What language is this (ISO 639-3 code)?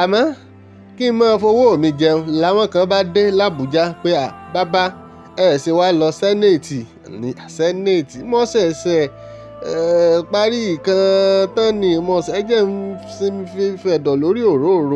yor